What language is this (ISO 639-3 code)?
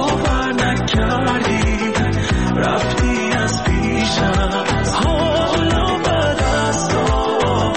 fas